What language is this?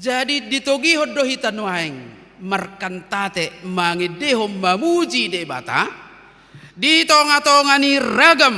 Batak Toba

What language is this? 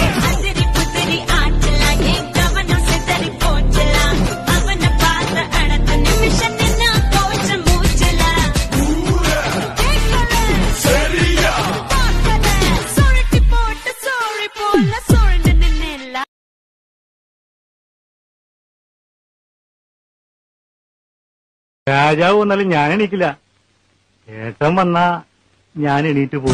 Malayalam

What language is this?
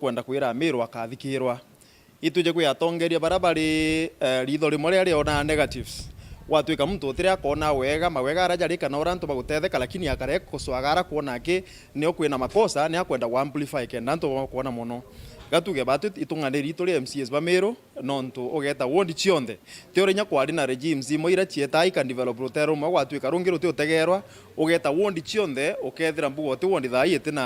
Meru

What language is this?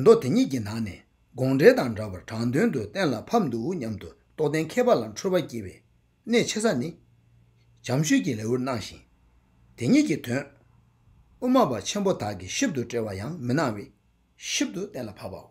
Tibetan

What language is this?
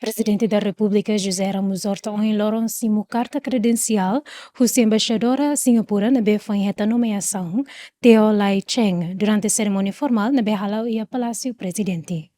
Tetum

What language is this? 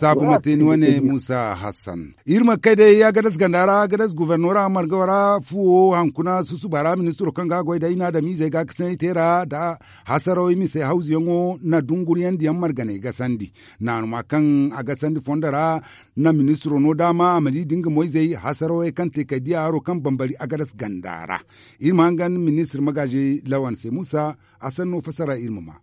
Zarma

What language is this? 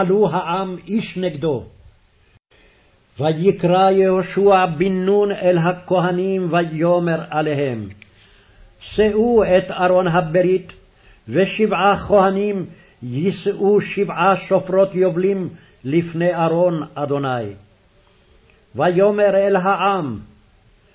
Hebrew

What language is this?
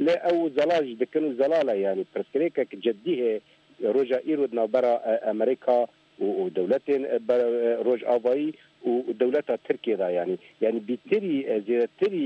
Kurdish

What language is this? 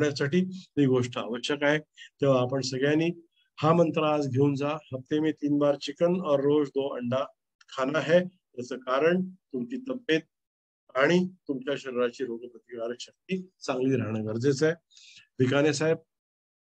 Marathi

